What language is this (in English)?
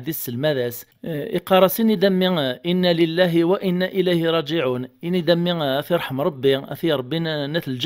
Kabyle